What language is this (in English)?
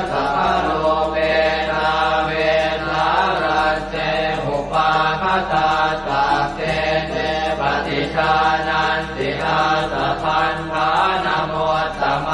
Pali